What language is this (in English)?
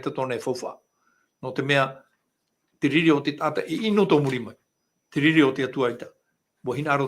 Tahitian